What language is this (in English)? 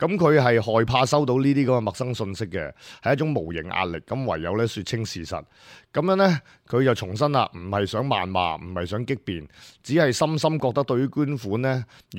Cantonese